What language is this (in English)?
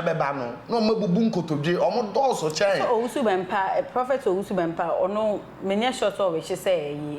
Akan